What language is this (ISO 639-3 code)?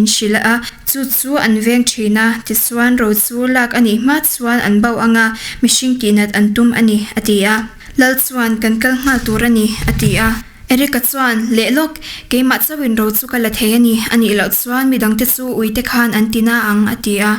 lus